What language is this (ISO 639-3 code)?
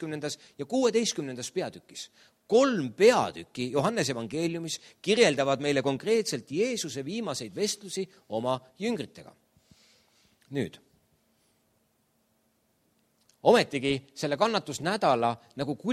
est